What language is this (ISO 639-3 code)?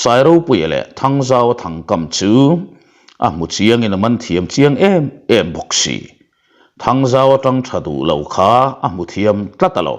lus